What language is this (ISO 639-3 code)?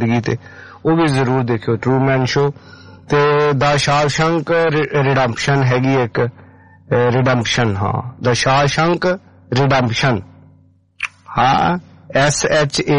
pan